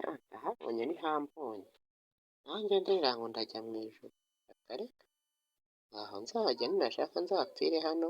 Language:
Kinyarwanda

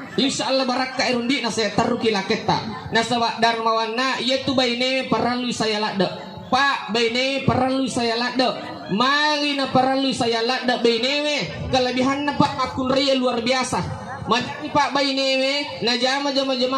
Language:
Buginese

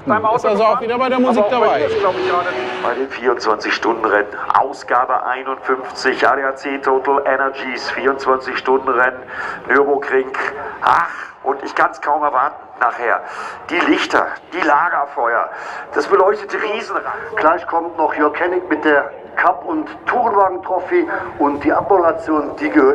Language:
German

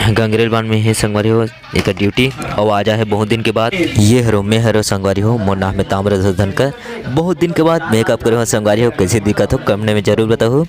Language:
Chhattisgarhi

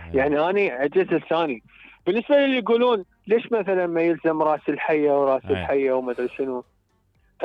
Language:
Mesopotamian Arabic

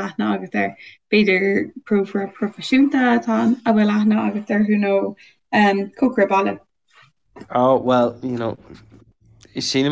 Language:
Irish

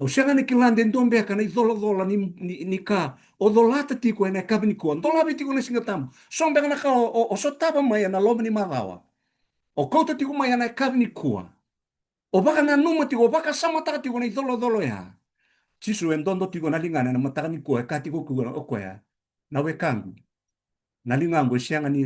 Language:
Fijian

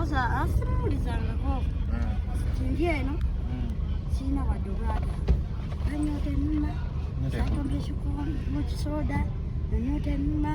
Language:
Ganda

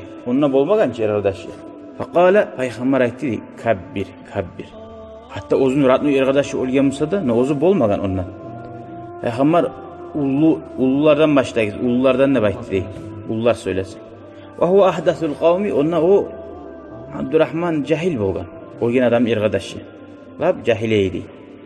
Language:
Kumyk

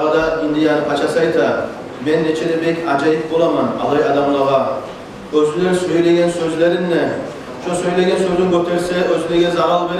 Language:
Kumyk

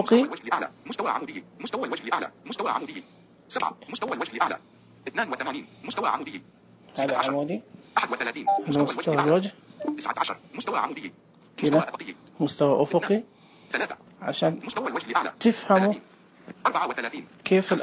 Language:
Najdi Arabic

